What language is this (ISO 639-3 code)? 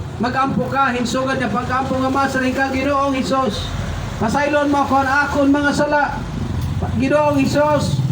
war